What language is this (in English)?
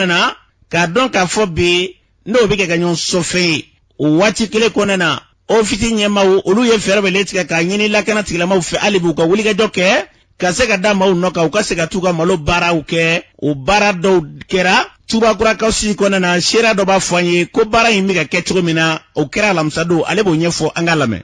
Bambara